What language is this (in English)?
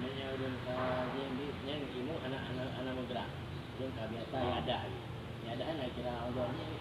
Achinese